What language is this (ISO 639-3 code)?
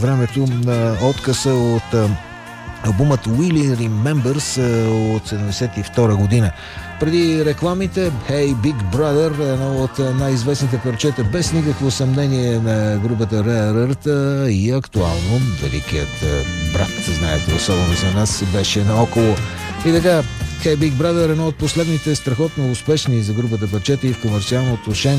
bul